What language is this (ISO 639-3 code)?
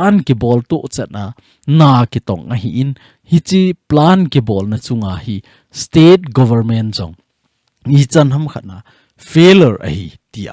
tcz